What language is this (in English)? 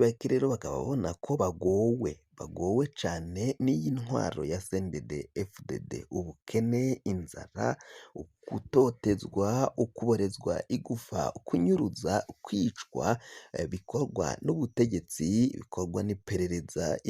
Rundi